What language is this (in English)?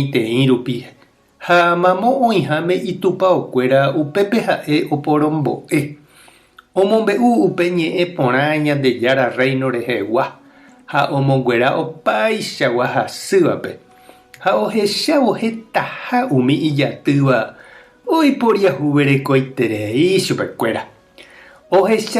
Guarani